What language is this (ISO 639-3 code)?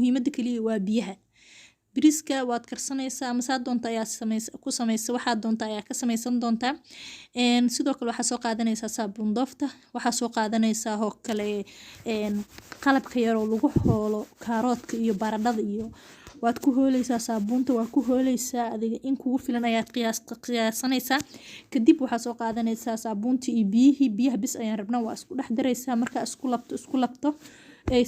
som